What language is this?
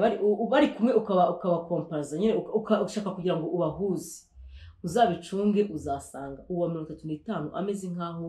Kinyarwanda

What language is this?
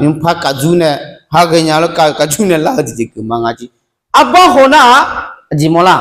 Akha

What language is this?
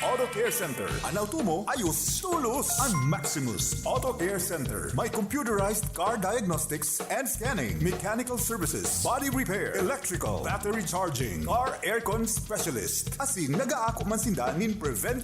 Bikol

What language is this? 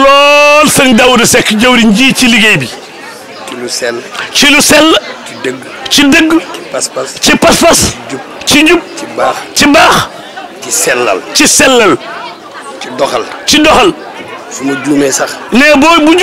Wolof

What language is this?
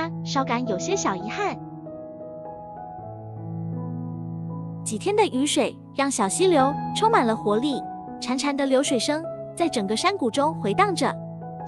Chinese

